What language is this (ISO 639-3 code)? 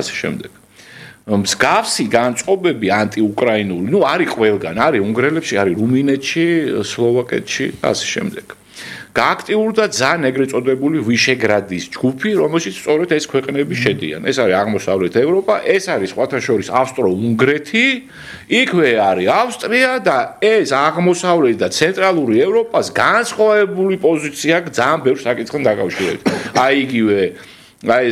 kat